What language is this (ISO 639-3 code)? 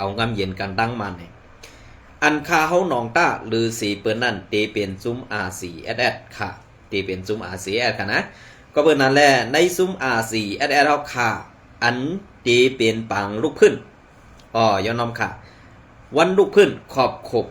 shn